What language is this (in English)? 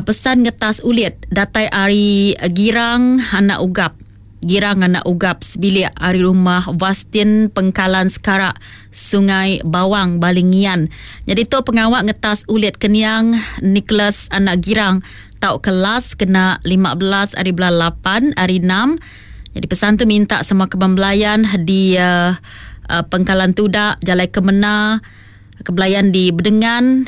Iban